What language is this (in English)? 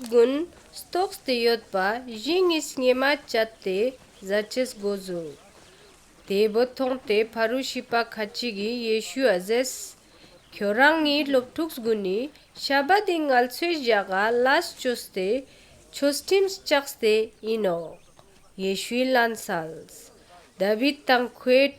Ladakhi